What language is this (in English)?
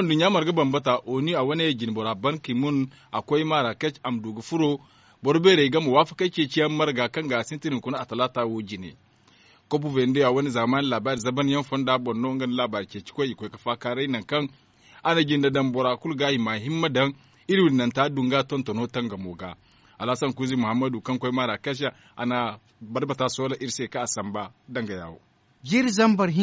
Zarma